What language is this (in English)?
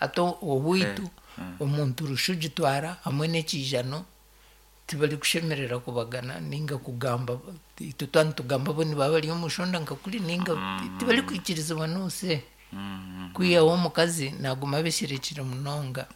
Nyankole